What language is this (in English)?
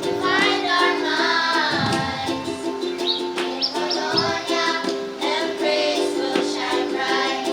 Pohnpeian